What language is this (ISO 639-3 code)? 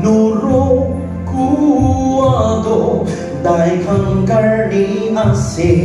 nag